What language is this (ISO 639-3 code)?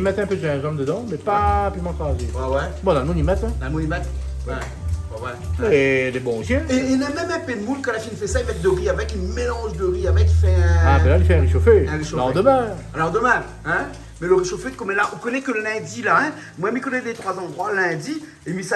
rcf